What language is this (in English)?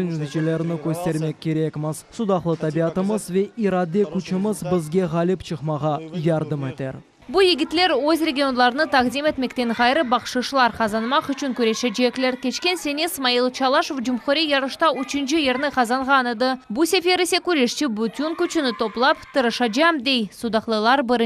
Crimean Tatar